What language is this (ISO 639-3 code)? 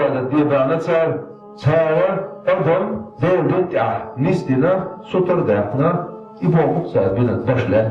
che